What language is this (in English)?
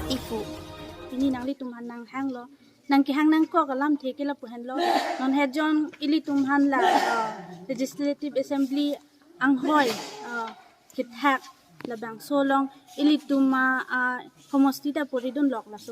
Karbi